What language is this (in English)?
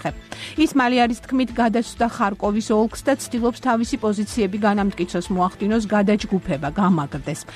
Georgian